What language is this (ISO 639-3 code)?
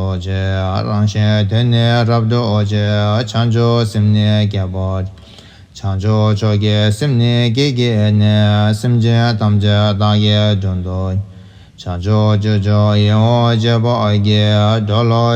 bod